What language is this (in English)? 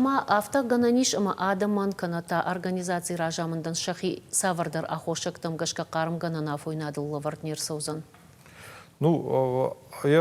Ossetic